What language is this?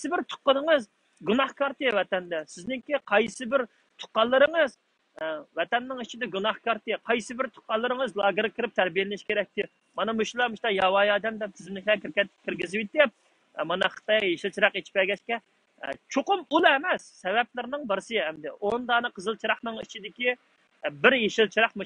Uyghur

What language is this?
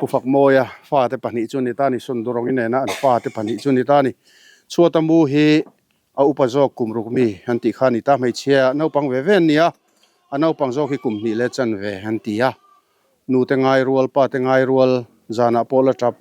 Mizo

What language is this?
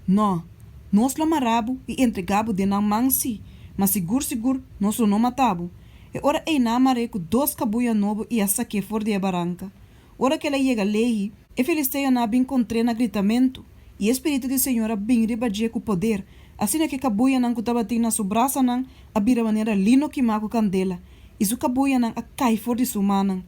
Papiamento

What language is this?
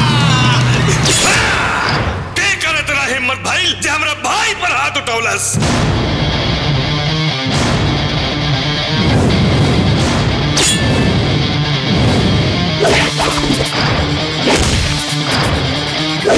Bhojpuri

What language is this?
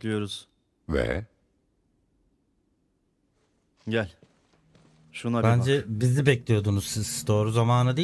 Turkish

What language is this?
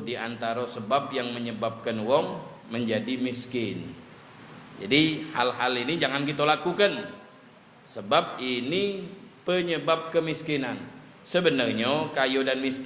Musi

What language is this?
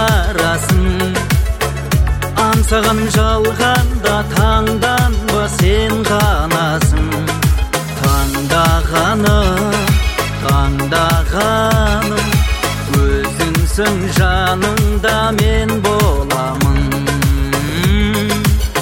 Kazakh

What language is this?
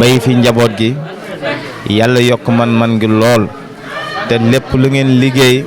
Wolof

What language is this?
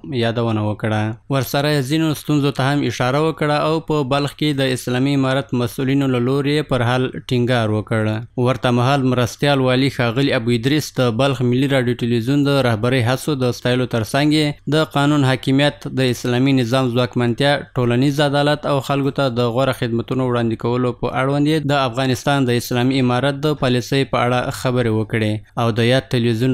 Pashto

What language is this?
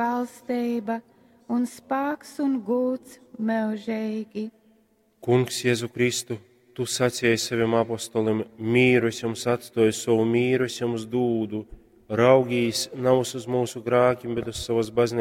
Latgalian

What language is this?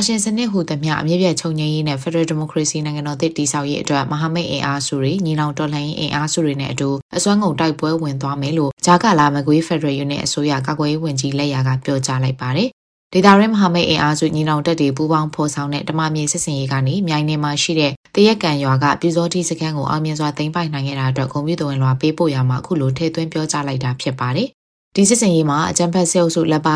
Burmese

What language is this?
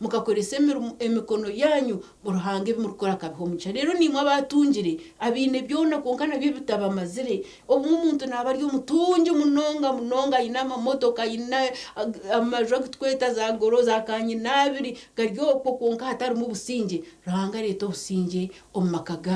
Nyankole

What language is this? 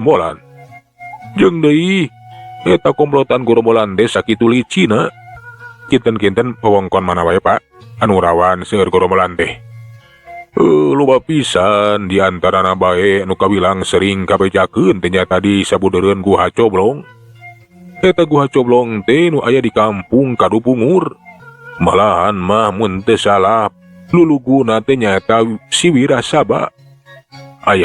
Sundanese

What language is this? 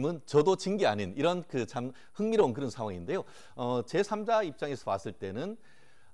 Korean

